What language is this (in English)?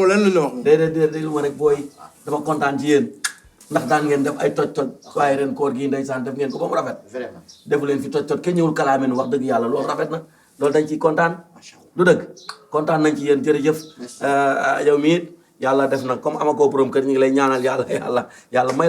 Wolof